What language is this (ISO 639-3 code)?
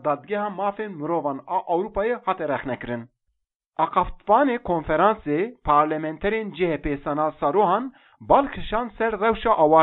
kur